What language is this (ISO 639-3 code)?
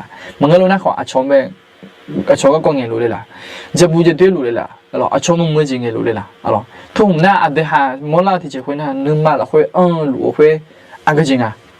ahk